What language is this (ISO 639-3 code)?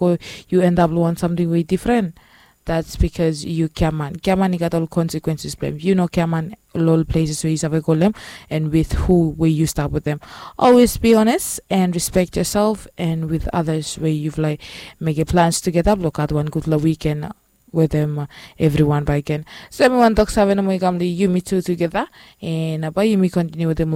bis